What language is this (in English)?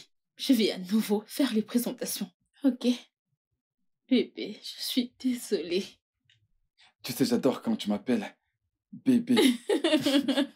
French